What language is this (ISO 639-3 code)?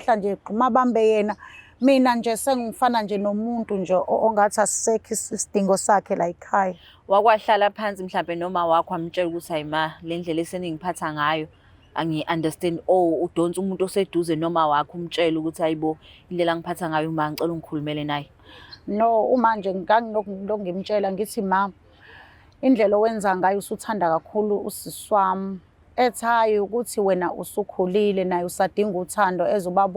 zul